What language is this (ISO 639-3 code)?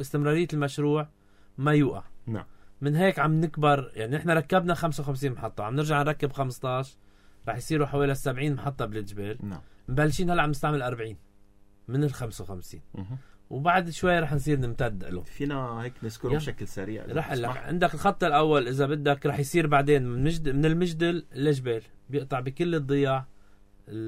apc